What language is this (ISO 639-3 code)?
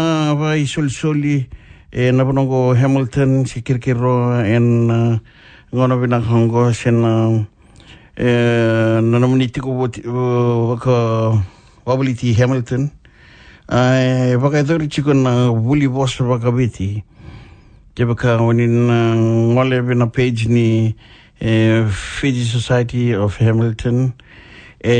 fij